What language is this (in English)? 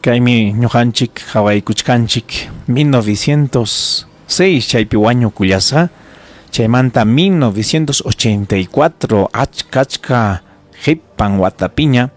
Ayacucho Quechua